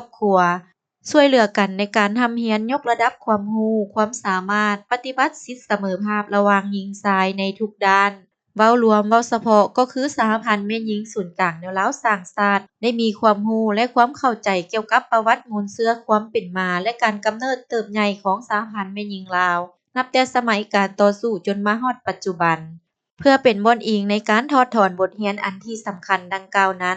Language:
Lao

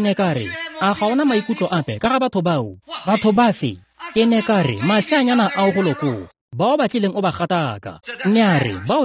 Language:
Tswana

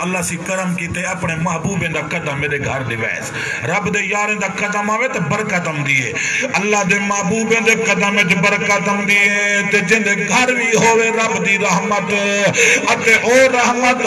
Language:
Saraiki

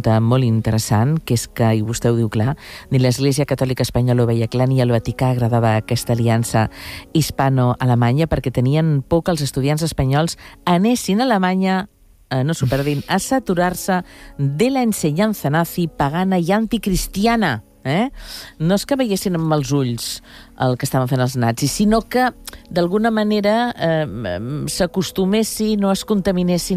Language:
Catalan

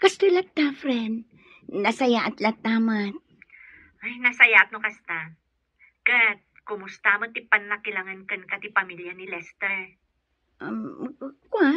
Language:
Iloko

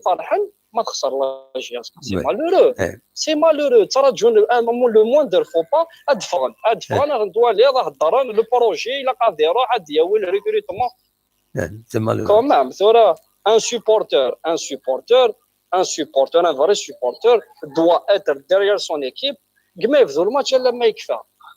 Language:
Kabyle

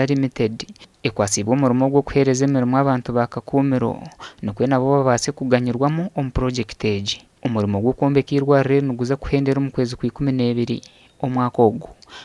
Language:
Nyankole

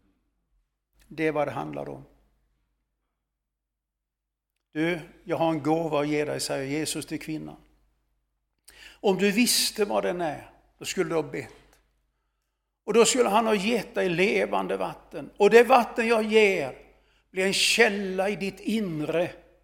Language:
Swedish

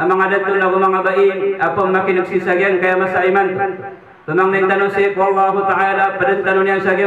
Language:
Maranao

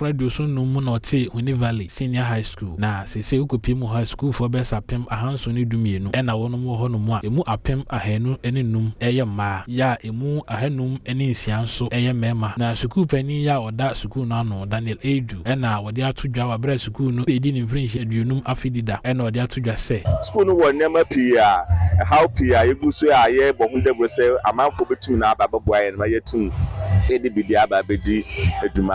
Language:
Akan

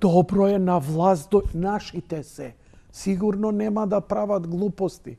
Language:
Macedonian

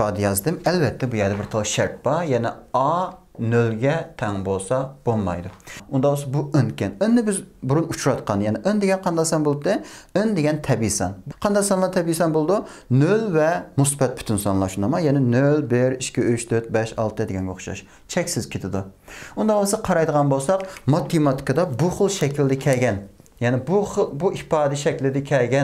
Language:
Uyghur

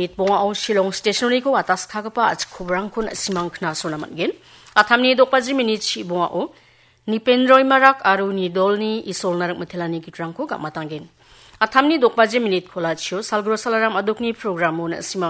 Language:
Garo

